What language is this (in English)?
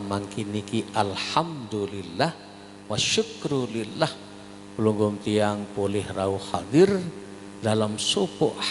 Sasak